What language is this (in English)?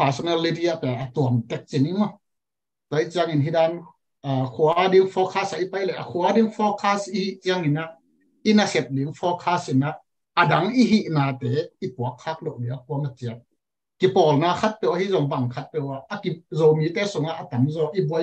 Tedim Chin